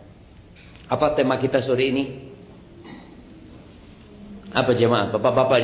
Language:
Indonesian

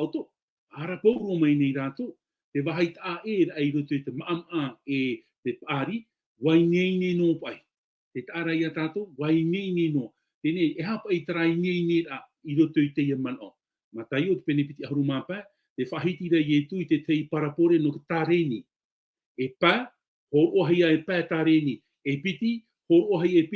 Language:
Tahitian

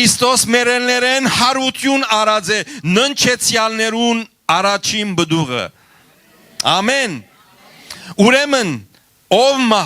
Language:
Western Armenian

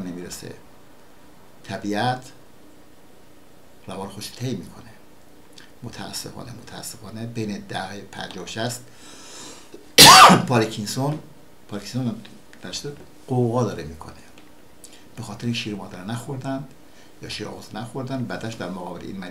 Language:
Persian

